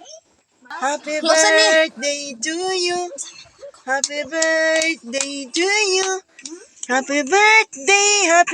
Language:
Cebuano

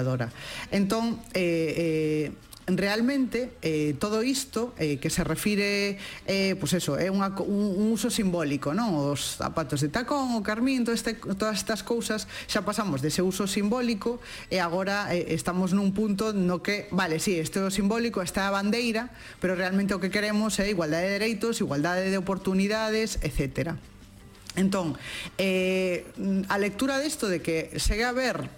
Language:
Galician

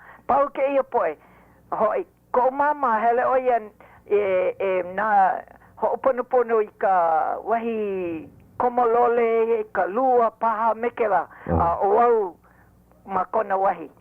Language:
Hawaiian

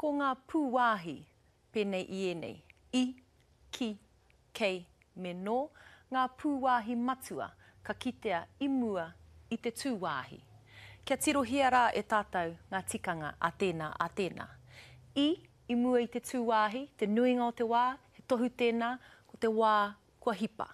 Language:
Māori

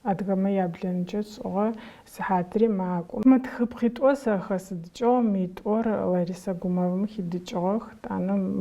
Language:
Adyghe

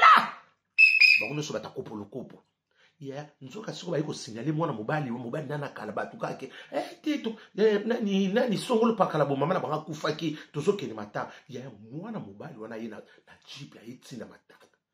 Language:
Lingala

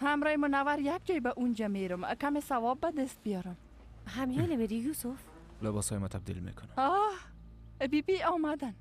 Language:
Persian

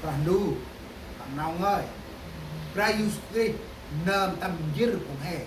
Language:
Central Mnong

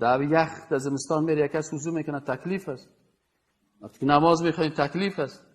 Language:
Persian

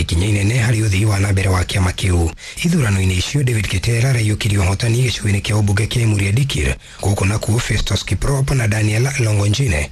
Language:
Kikuyu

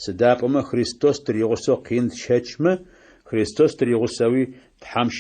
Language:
Adyghe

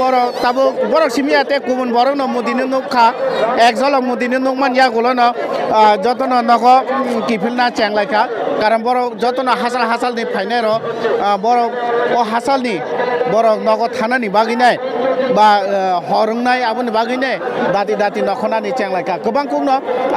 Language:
Kok Borok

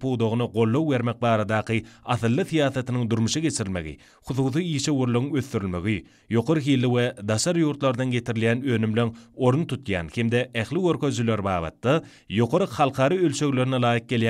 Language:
Turkmen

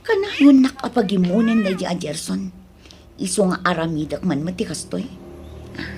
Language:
Iloko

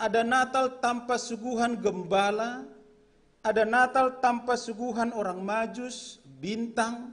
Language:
Batak Simalungun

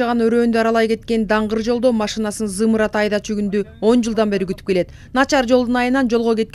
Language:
Kyrgyz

